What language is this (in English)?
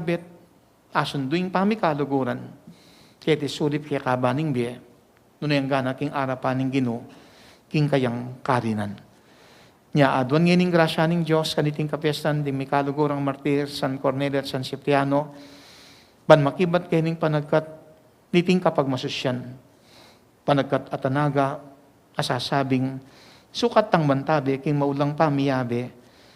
Pampanga